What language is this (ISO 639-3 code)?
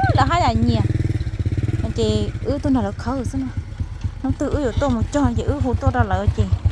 hmn